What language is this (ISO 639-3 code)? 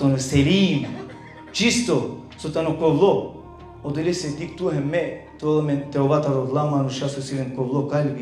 rmn